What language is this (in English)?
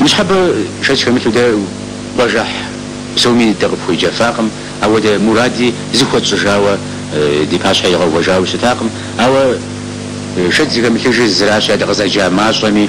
Kabardian